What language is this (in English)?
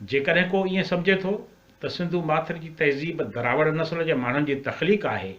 Sindhi